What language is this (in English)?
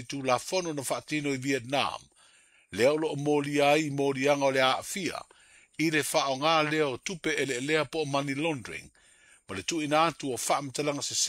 Samoan